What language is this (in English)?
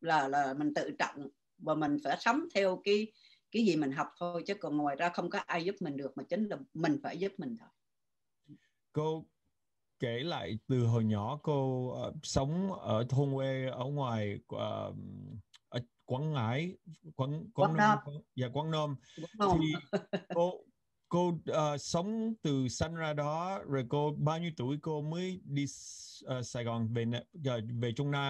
Vietnamese